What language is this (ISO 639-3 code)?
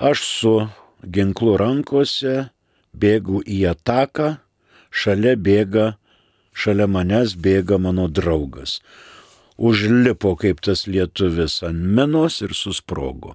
lit